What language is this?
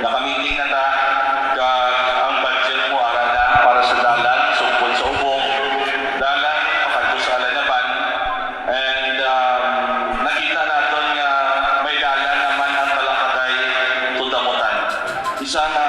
Hiligaynon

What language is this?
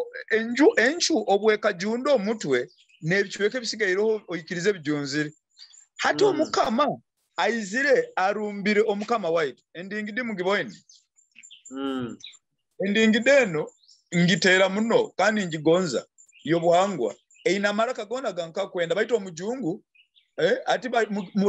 Nyoro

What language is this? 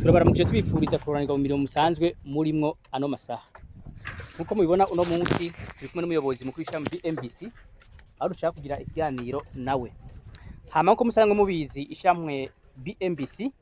Rundi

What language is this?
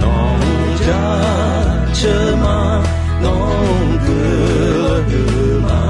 Akha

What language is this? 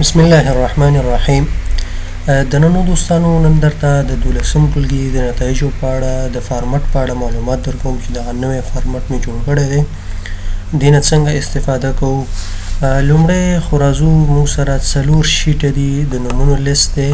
Pashto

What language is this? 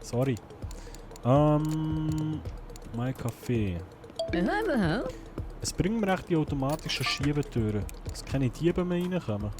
Swiss German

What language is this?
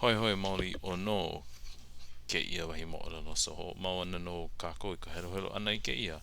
Hawaiian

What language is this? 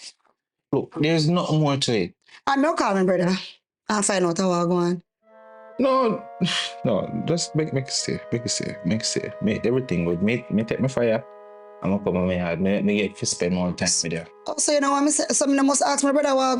Jamaican Creole English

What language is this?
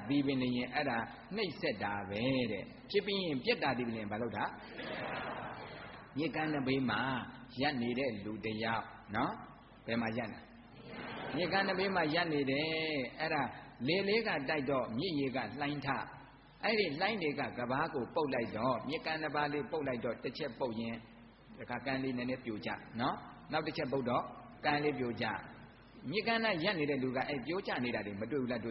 Burmese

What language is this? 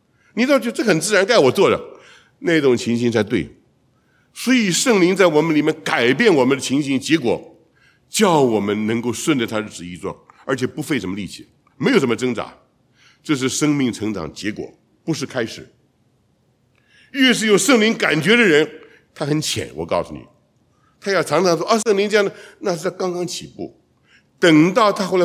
Chinese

